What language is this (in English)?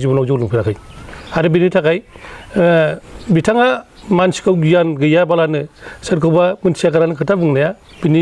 Bodo